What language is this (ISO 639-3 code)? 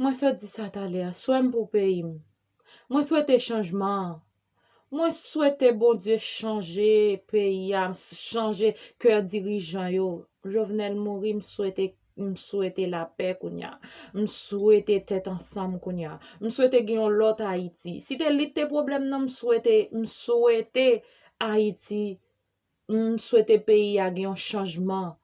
hat